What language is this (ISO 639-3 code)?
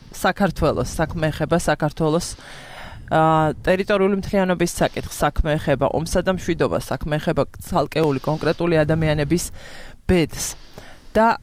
kat